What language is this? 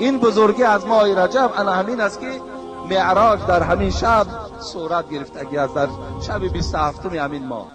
Tajik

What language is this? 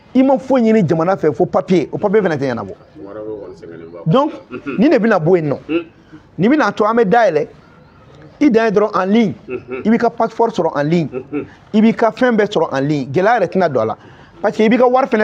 Bambara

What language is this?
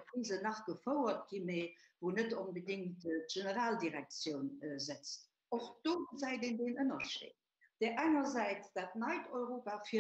Luxembourgish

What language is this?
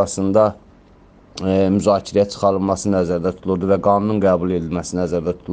Azerbaijani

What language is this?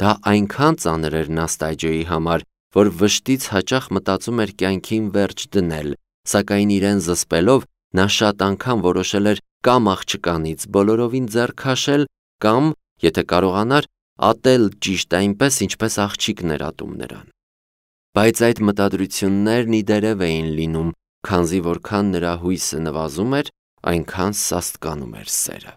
Armenian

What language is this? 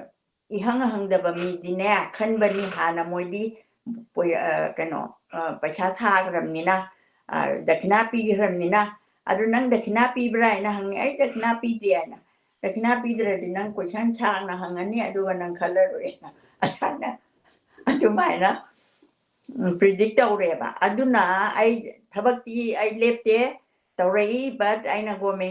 Manipuri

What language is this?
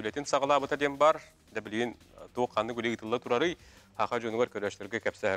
Yakut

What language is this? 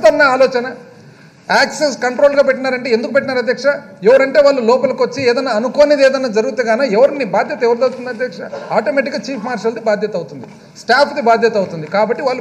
Telugu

